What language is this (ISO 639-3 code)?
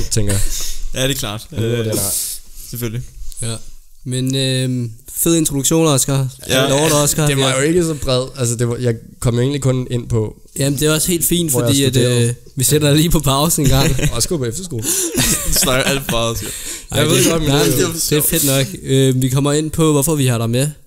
dan